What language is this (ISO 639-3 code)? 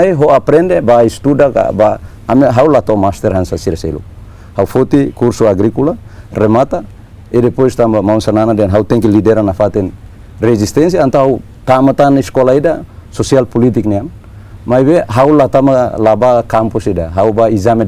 tet